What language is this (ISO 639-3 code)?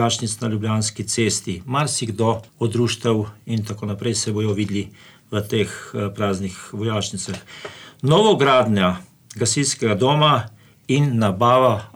slv